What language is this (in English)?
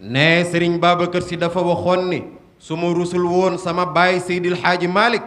Wolof